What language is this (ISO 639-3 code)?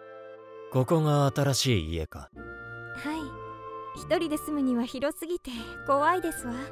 jpn